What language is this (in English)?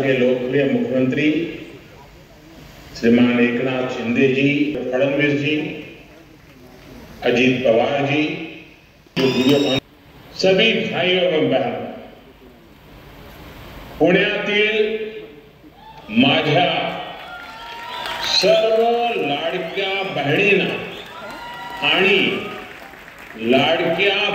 Marathi